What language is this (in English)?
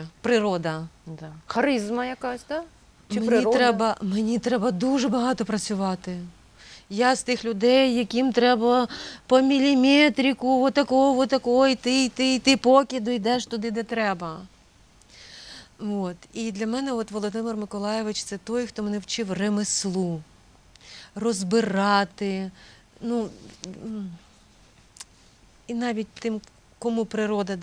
Ukrainian